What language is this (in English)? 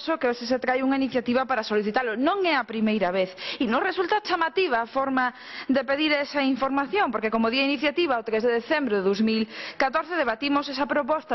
Galician